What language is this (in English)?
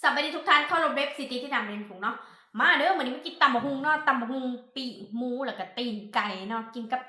Northeastern Thai